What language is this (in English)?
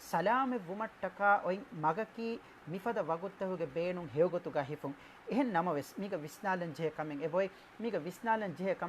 Divehi